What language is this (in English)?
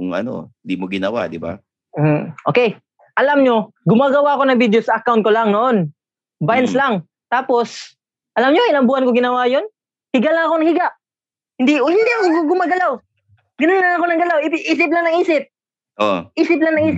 Filipino